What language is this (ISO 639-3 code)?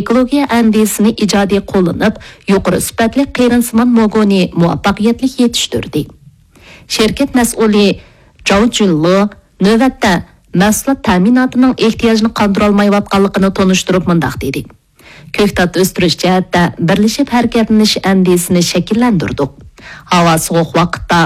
uig